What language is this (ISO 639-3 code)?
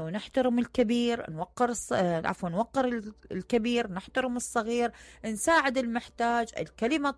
acm